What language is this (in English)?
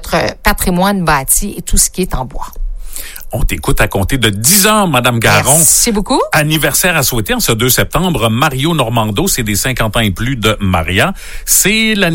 French